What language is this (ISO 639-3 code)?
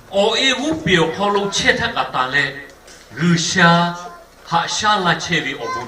lhu